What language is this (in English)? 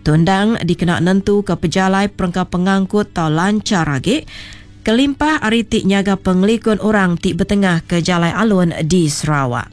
Iban